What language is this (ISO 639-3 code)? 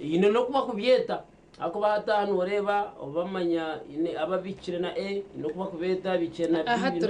nyn